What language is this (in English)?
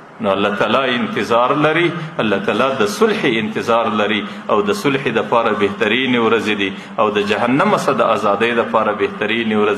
Pashto